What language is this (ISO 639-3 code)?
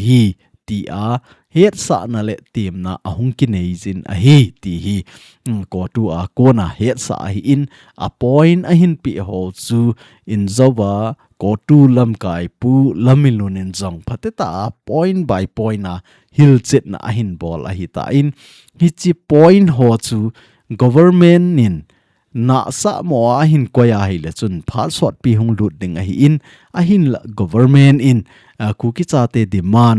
tcz